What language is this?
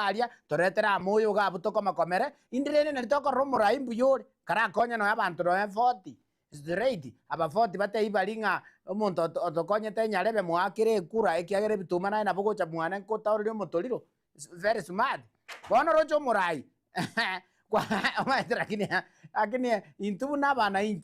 Gusii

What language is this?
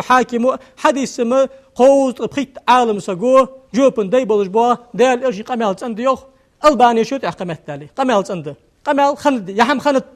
Ingush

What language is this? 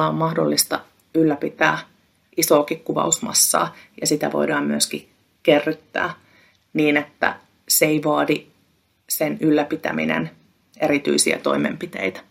Finnish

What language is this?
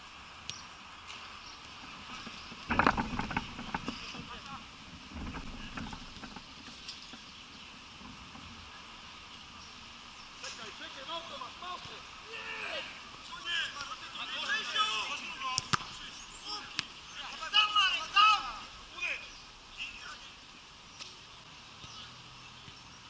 Polish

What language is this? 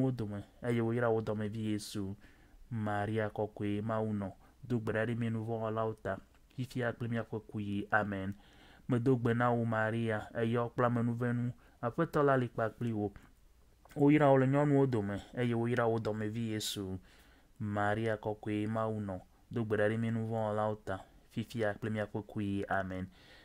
Ewe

